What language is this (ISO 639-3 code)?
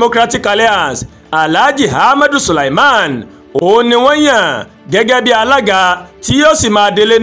yor